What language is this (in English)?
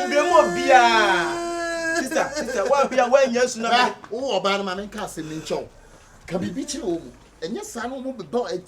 Akan